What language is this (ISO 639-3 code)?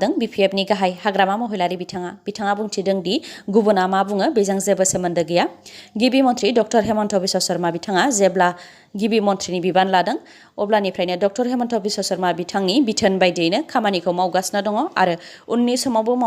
brx